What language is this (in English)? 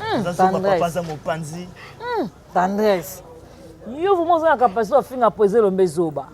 Lingala